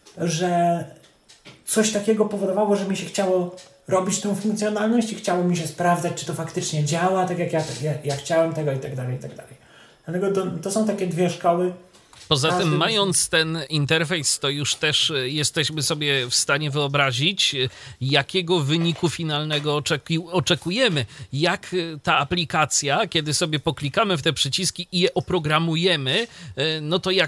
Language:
Polish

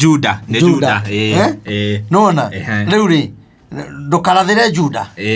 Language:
Kikuyu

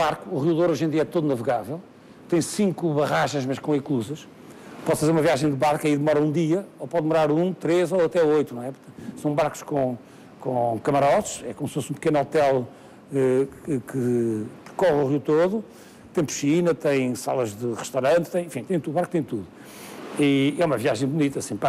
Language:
Portuguese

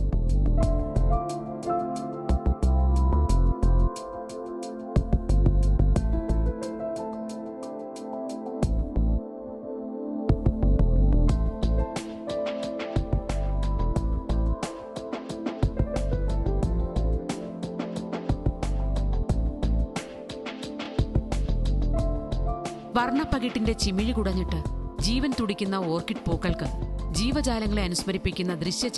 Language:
Malayalam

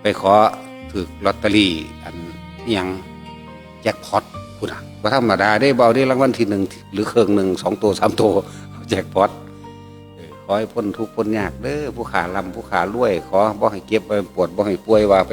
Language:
Northeastern Thai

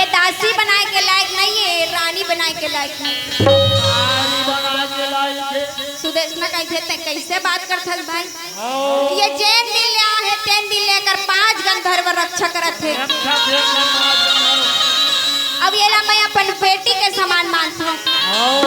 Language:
Chhattisgarhi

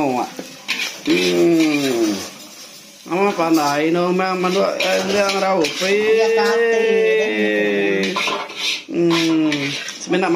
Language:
Iban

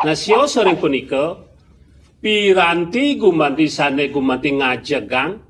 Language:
Balinese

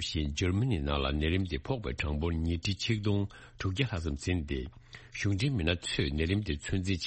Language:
Tibetan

